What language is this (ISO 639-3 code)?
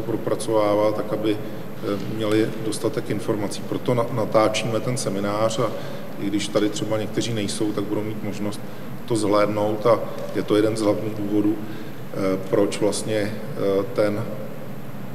ces